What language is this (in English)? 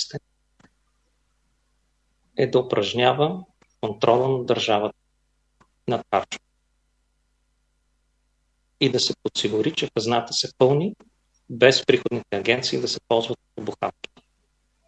Bulgarian